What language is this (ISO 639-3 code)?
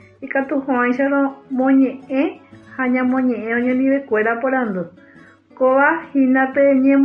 grn